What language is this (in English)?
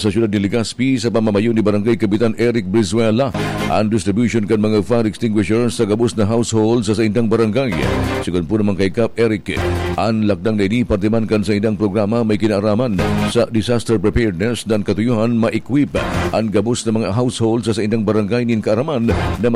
Bikol